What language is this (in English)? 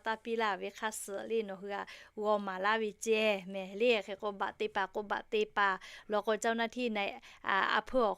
Lahu